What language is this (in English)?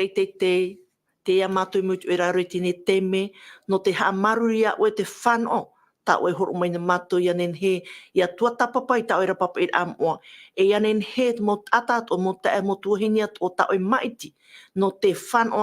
Tahitian